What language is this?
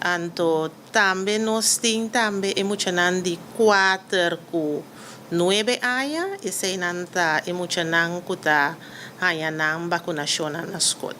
Papiamento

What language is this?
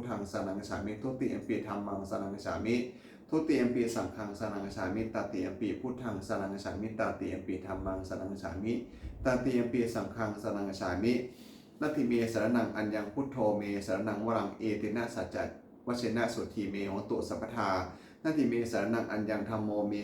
Pali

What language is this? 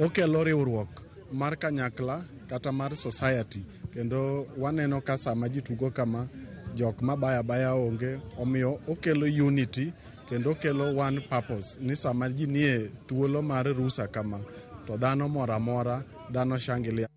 Luo (Kenya and Tanzania)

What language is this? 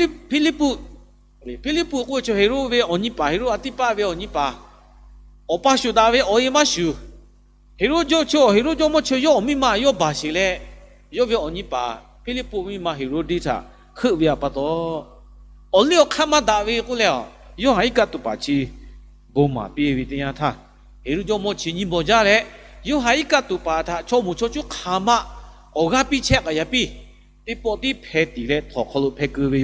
Lahu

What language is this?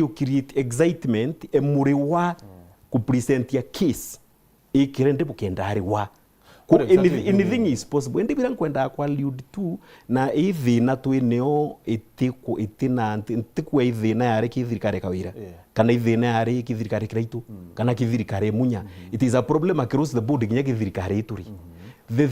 Meru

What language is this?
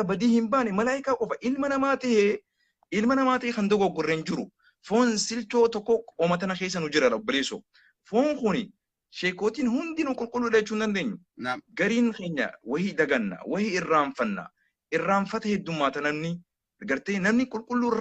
Oromo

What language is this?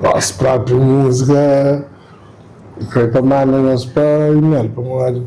Kabuverdianu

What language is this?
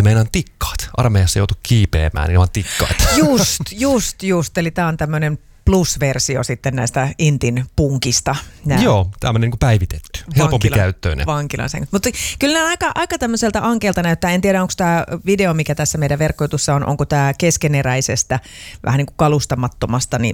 Finnish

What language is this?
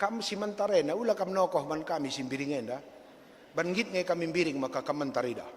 Batak Karo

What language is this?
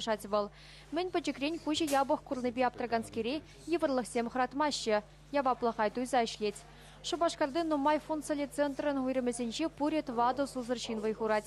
Chuvash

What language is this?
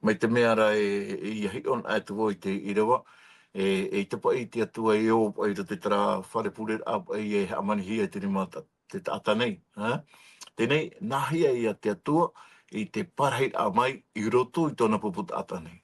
Tahitian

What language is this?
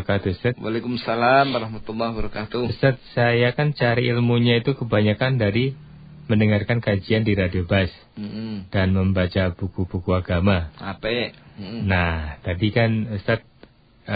Indonesian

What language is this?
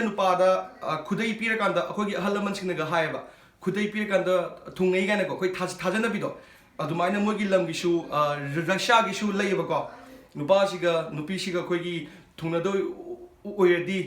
Manipuri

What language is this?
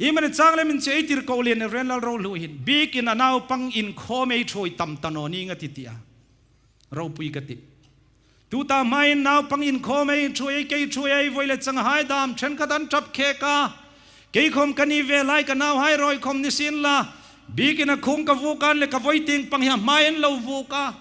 Hmar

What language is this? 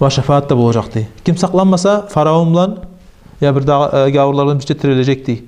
Kumyk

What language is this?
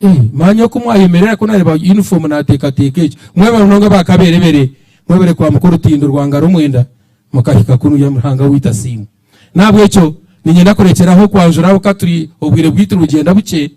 Nyankole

